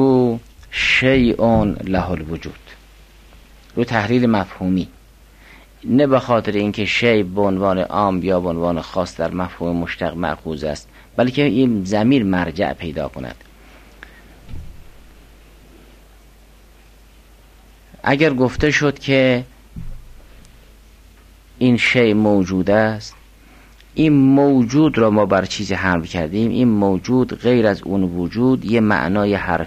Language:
Persian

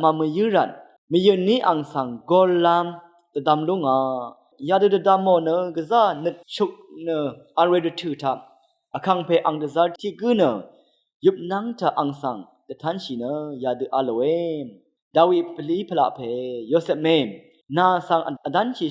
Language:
Rawang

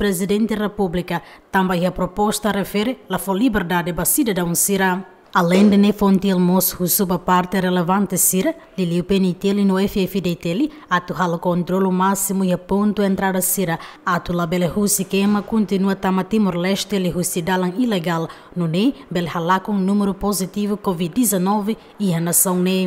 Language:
Tetum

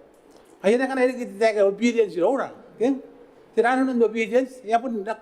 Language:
Gilbertese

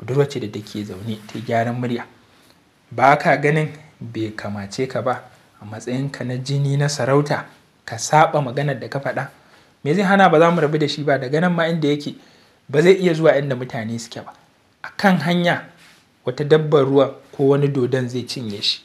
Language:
Hausa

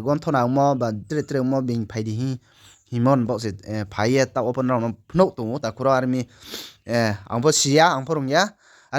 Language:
Riang (India)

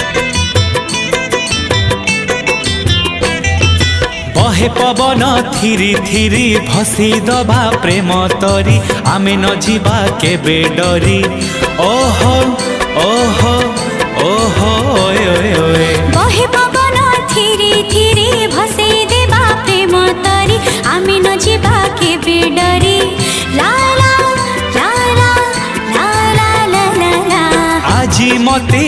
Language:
Odia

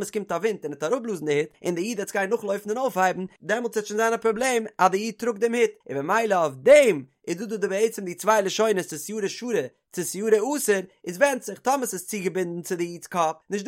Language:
Yiddish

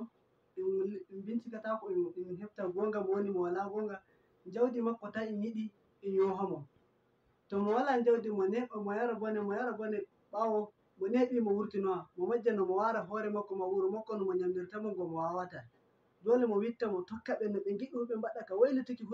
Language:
Fula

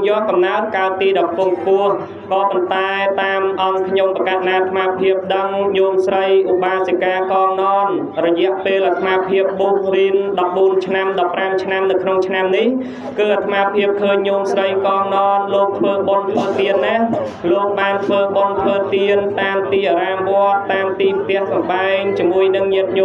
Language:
Khmer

